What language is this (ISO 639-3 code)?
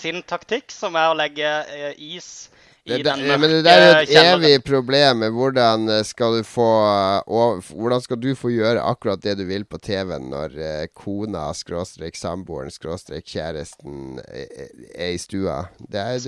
nor